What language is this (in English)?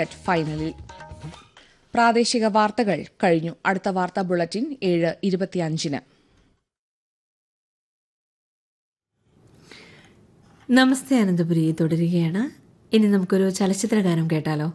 Malayalam